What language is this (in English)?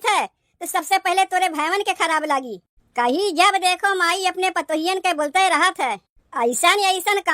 Awadhi